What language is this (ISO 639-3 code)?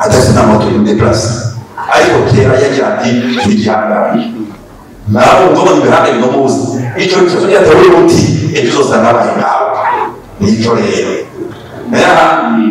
run